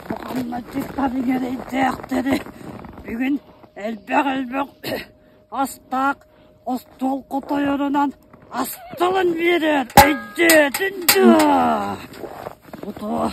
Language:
Yakut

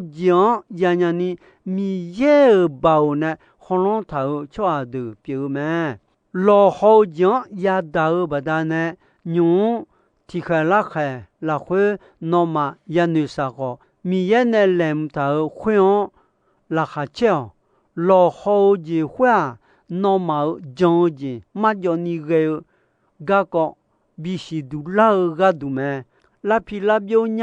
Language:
Akha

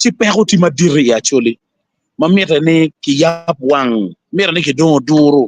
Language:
Acoli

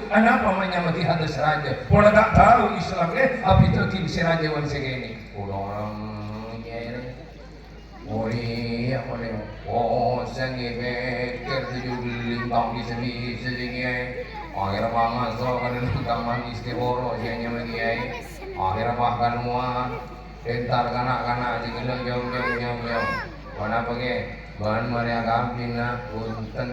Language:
Madurese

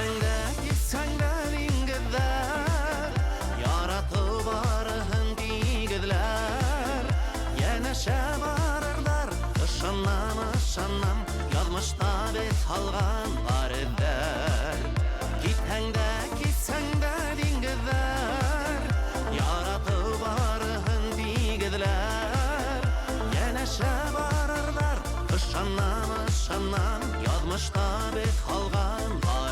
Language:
Bashkir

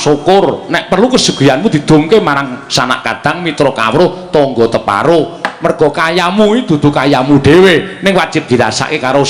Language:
Javanese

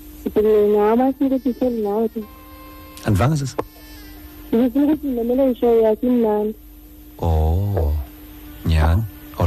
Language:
Xhosa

